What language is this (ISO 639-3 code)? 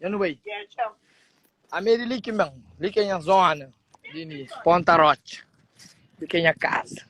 kea